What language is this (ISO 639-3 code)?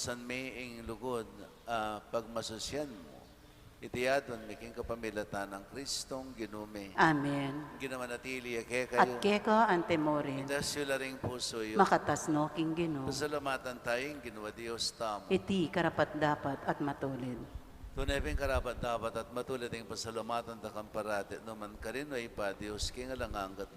pam